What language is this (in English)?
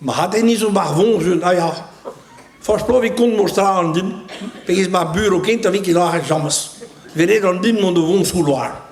Breton